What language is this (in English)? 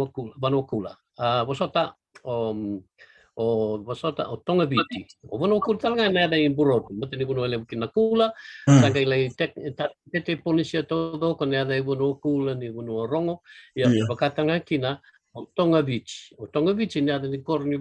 Fijian